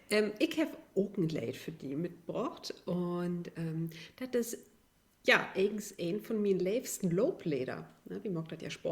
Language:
Low German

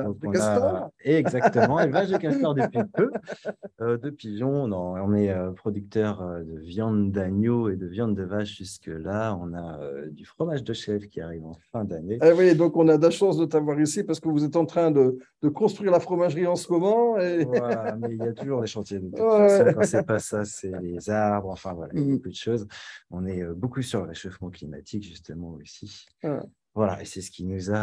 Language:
French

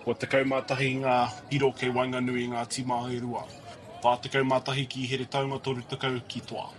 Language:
Māori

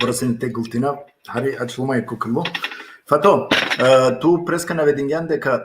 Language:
Balkan Romani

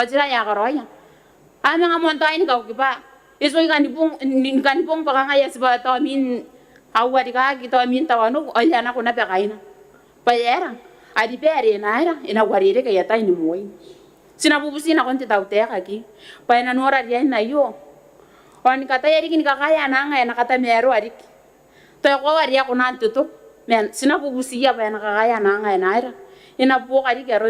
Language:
Gilbertese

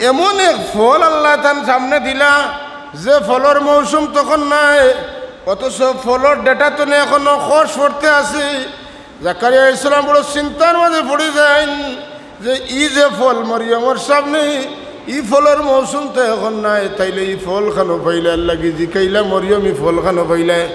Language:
Sylheti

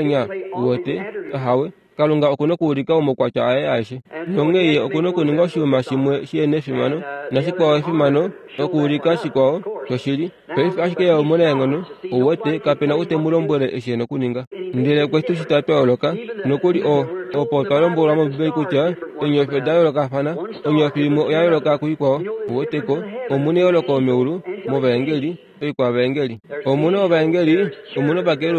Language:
Kuanyama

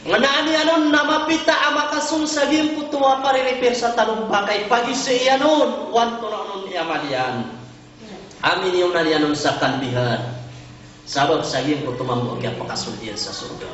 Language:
Maranao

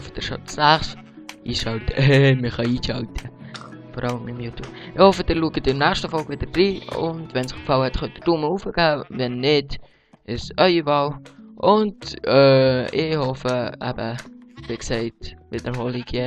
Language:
Swiss German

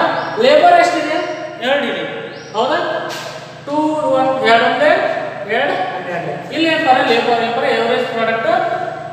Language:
Kannada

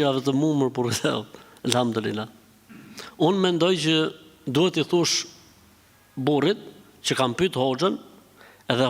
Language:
Albanian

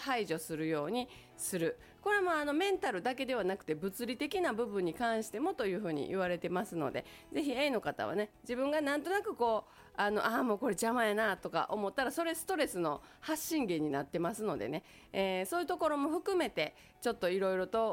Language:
Japanese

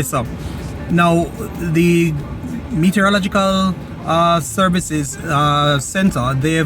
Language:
Jamaican Creole English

